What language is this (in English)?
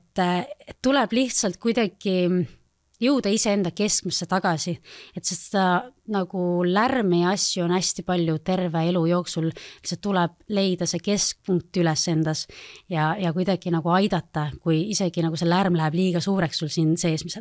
Estonian